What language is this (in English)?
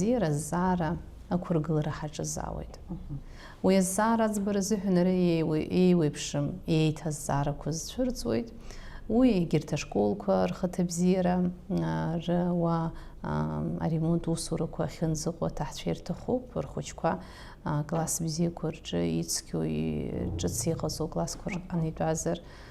Abkhazian